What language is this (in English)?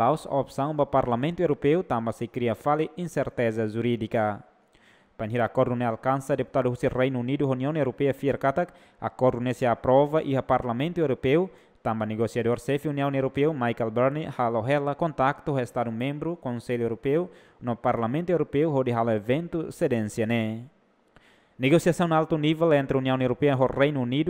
Tetum